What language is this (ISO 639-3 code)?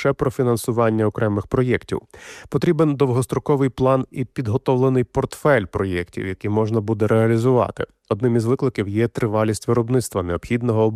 ukr